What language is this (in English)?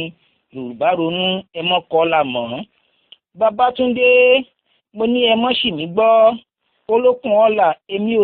Yoruba